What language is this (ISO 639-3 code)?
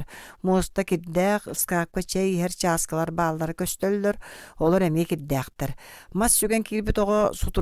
sah